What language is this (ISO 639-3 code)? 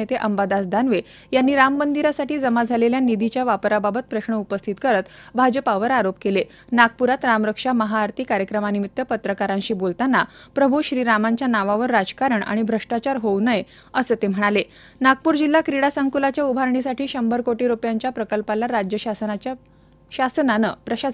mar